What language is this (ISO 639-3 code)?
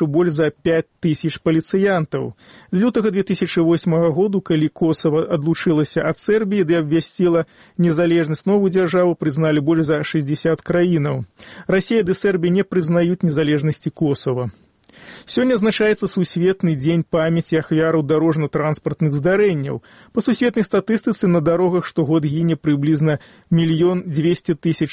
bel